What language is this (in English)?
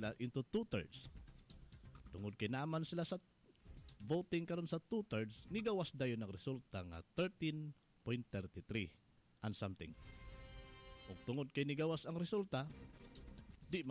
Cebuano